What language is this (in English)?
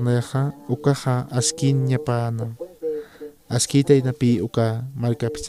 Aymara